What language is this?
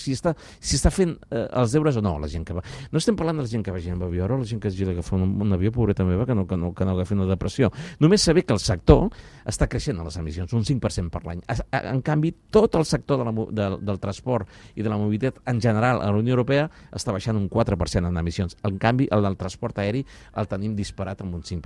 Catalan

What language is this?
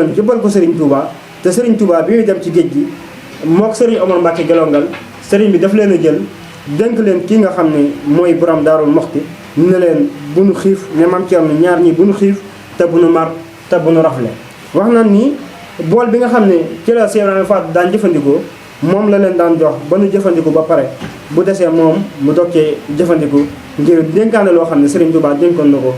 Wolof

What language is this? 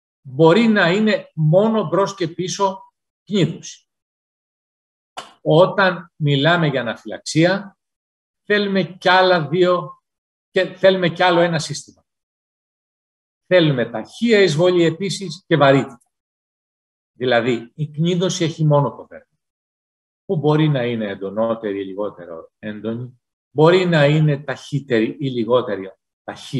Greek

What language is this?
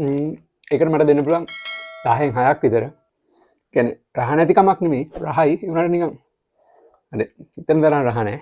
Sinhala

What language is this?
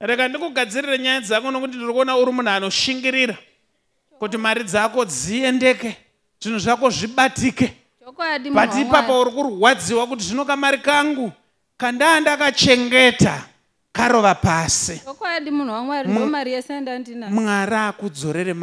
Shona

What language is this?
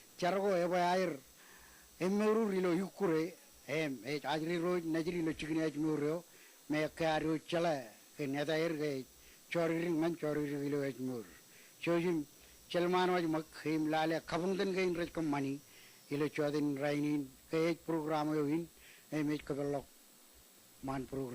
Marshallese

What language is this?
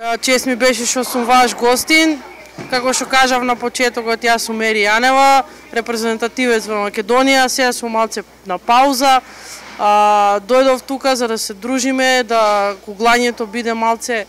Macedonian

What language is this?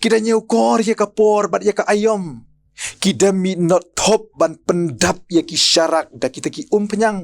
Khasi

